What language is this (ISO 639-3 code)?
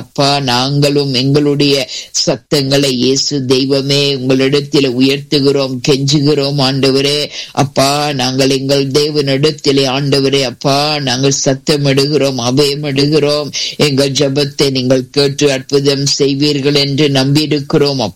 tam